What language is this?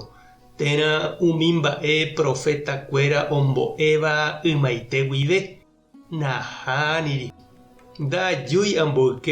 Guarani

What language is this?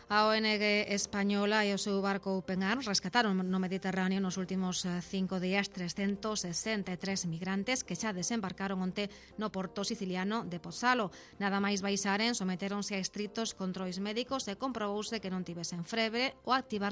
Galician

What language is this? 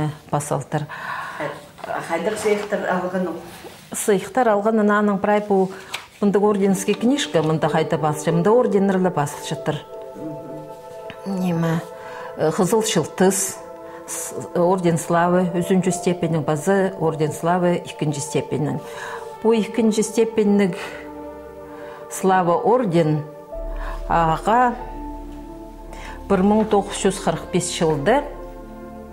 Khakas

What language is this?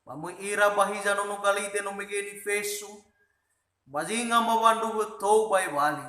Nias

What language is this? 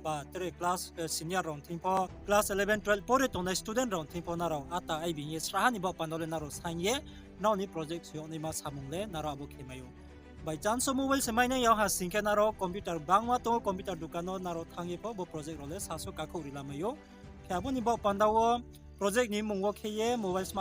Riang (India)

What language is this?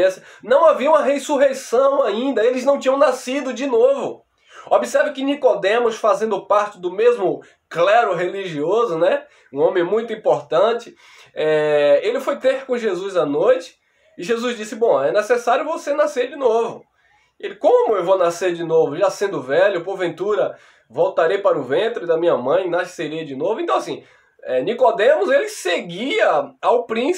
Portuguese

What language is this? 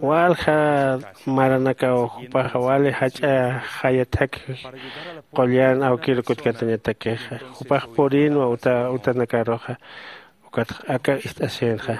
Aymara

